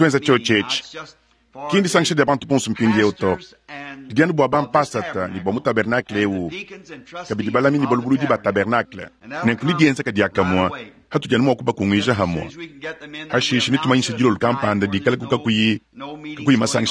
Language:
Luba-Lulua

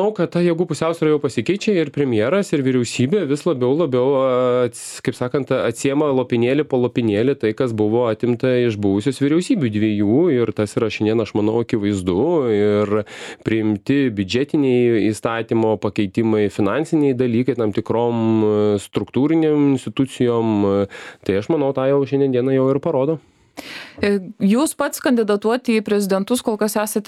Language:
Lithuanian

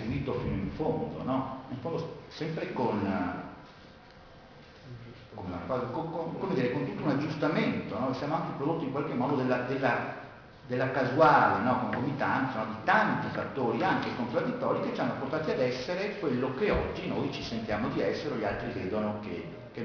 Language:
Italian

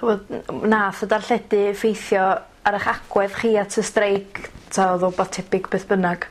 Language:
Welsh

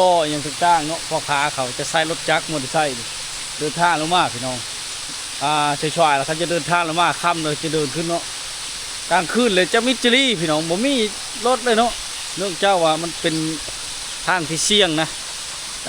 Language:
Lao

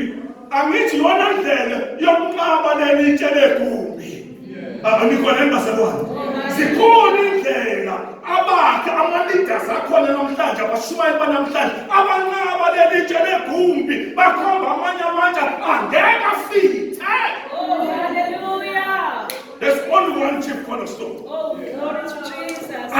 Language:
Zulu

